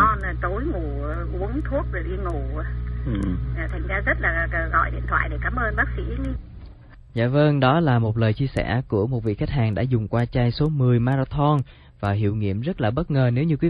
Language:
Vietnamese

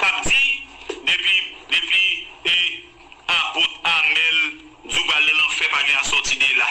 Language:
Haitian Creole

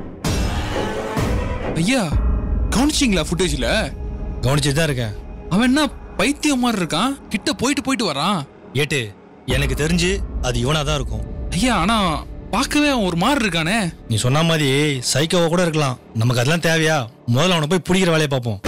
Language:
Tamil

